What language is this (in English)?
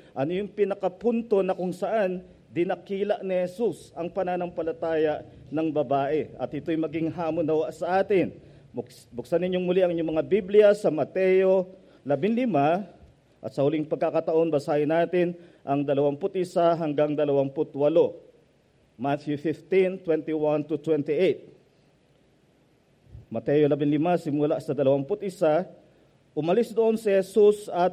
Filipino